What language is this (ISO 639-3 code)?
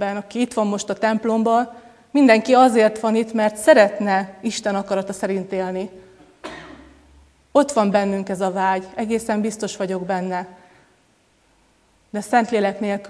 hun